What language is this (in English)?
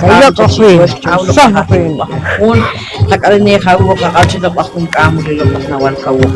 Poqomchi'